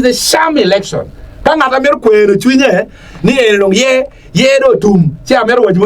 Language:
Acoli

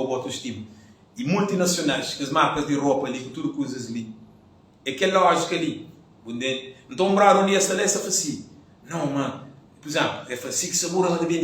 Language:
Kabuverdianu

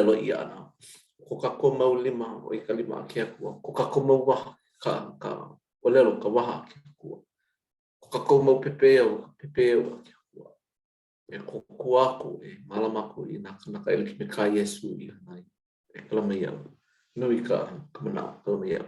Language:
Hawaiian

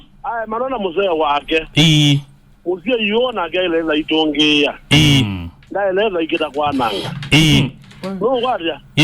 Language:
Kamba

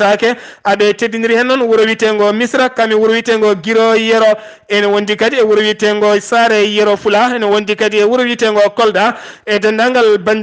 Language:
Fula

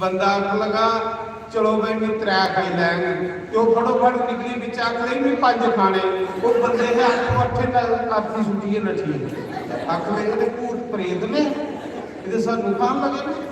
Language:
Dogri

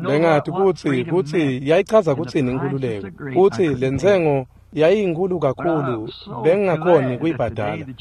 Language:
Swati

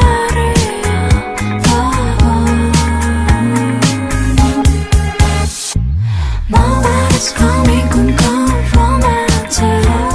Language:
Korean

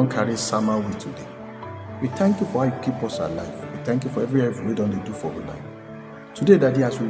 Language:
Nigerian Pidgin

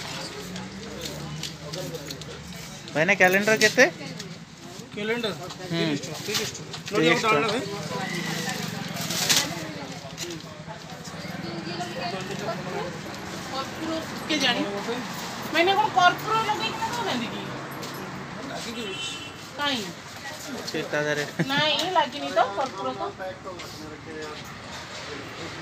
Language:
Odia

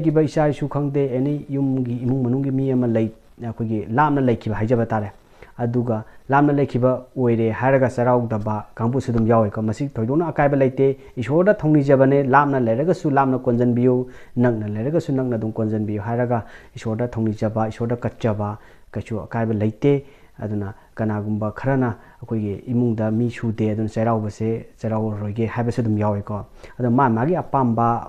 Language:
Manipuri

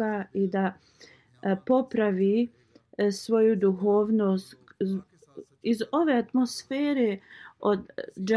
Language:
Bosnian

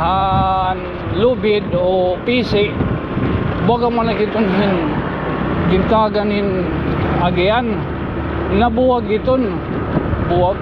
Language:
Waray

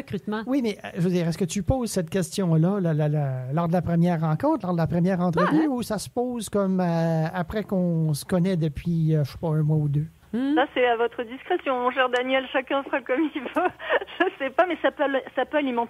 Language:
French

